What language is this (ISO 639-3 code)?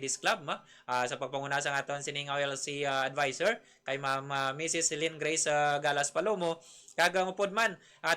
hil